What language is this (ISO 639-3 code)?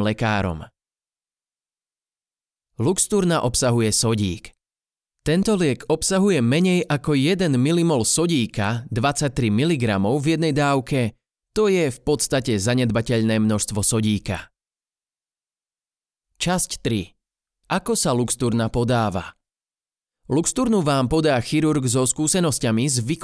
slk